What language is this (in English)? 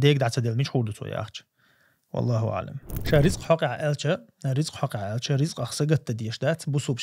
Chechen